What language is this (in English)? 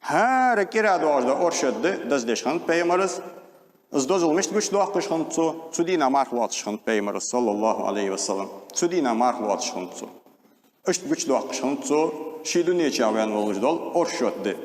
Ingush